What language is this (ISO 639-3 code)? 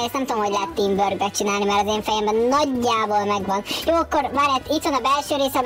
hun